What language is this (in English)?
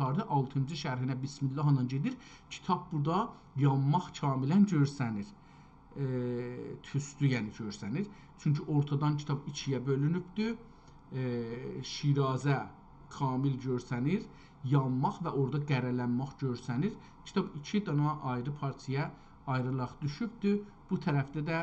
South Azerbaijani